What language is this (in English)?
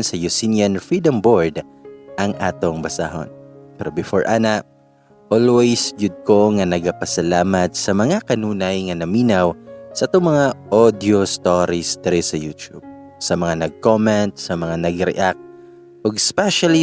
Cebuano